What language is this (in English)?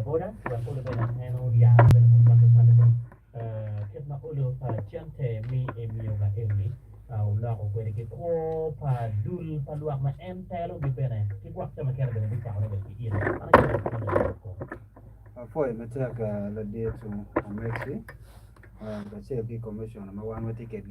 Acoli